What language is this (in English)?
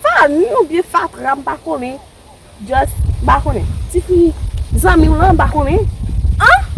Haitian Creole